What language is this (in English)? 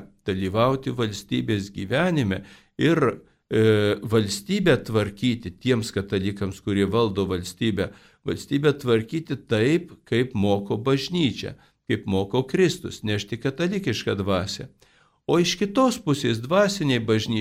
Lithuanian